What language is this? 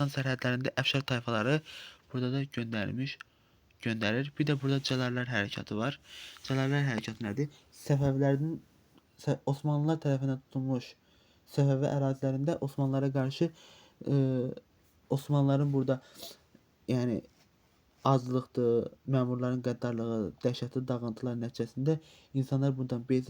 Azerbaijani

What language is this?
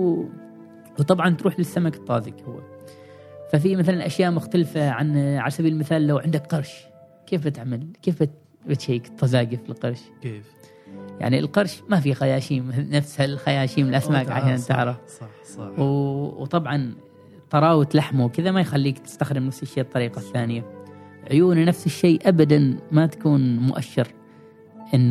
Gulf Arabic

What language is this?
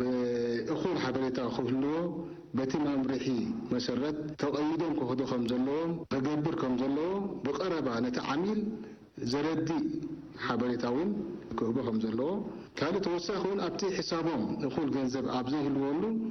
Tigrinya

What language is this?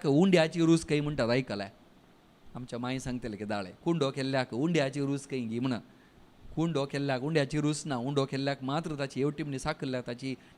Konkani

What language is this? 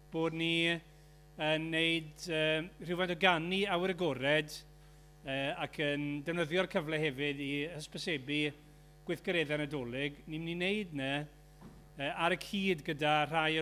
Welsh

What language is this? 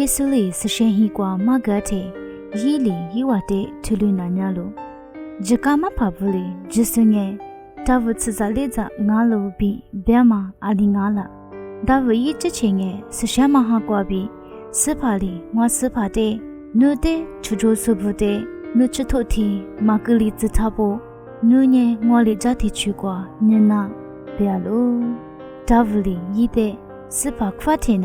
Lisu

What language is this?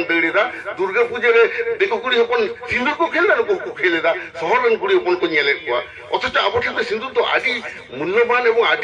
Santali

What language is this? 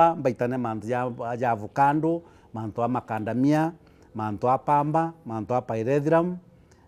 Meru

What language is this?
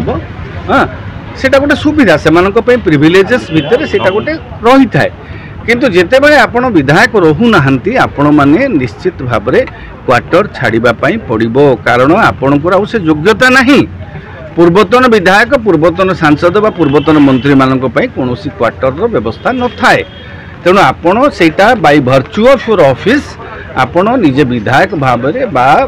Odia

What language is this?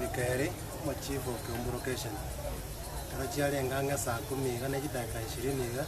Gusii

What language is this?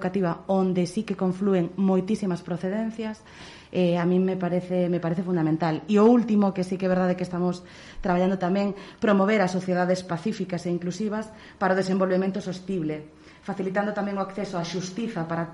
Galician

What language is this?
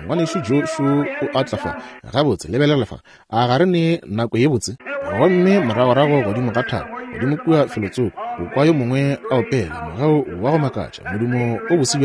Northern Sotho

